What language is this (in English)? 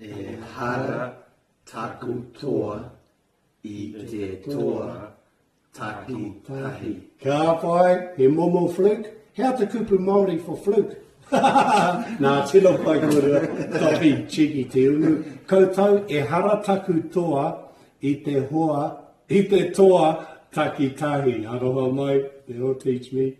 Māori